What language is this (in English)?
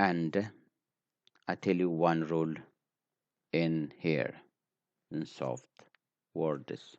English